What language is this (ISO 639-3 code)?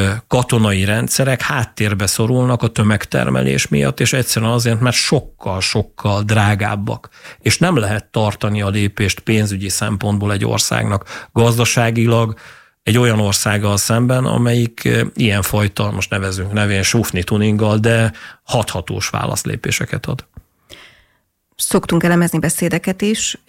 hun